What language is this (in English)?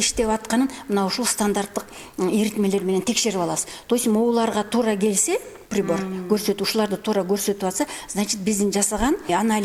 Kyrgyz